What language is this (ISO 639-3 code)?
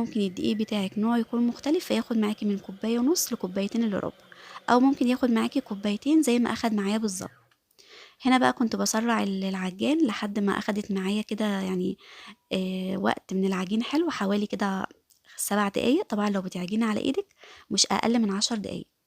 arz